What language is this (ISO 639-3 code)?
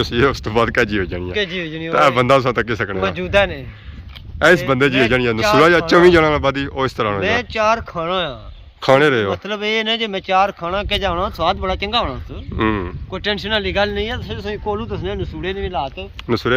phr